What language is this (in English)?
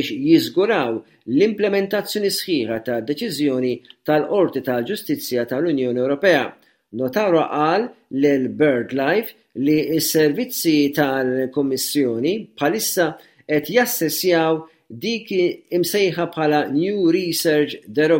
Maltese